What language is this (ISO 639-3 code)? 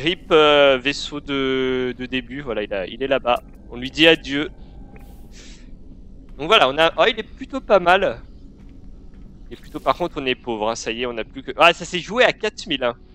fra